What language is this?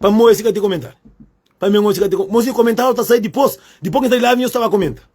Kabuverdianu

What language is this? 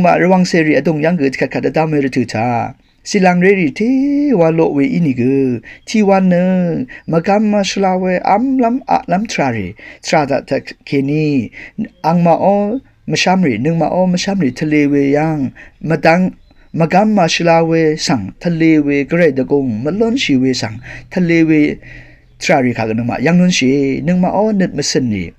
Rawang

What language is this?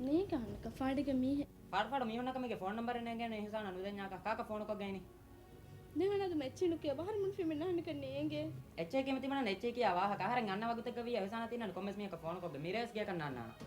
Divehi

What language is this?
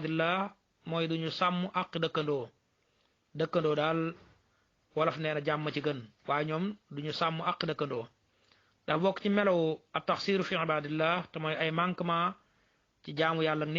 Wolof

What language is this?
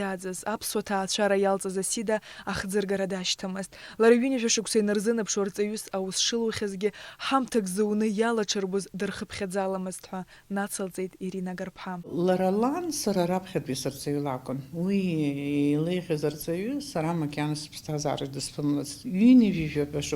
Abkhazian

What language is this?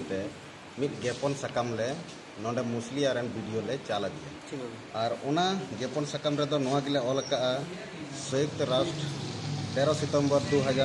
Santali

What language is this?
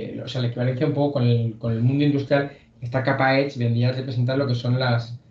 Spanish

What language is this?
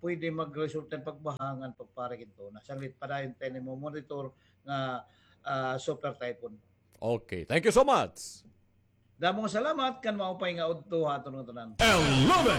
Waray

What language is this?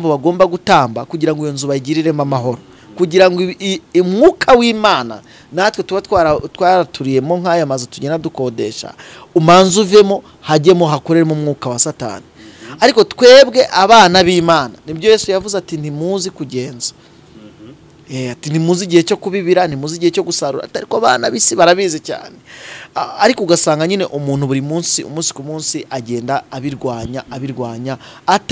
Kinyarwanda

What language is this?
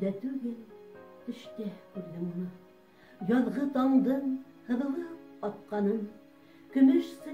Bashkir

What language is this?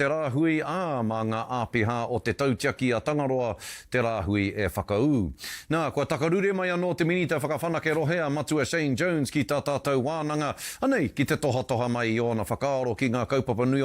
Māori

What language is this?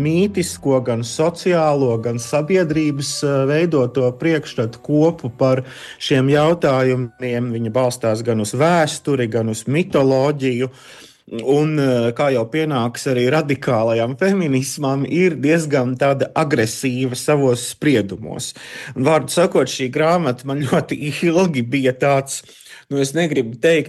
Latvian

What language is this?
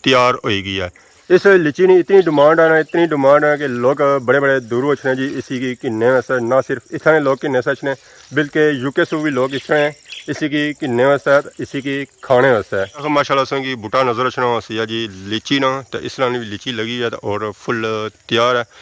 Pahari-Potwari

